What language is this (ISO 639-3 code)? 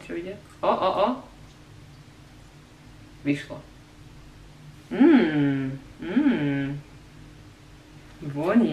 slk